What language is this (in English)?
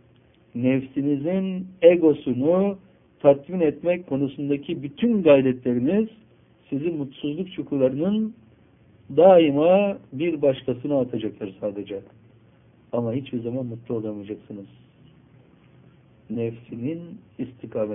Turkish